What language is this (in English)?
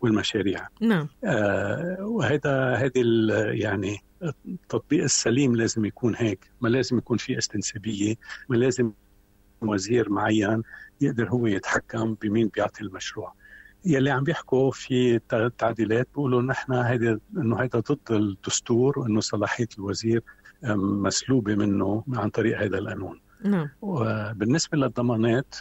North Levantine Arabic